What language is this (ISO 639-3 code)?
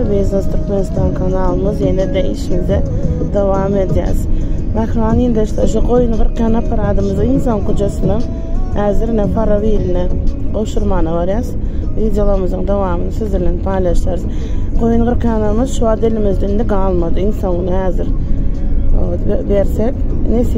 tuk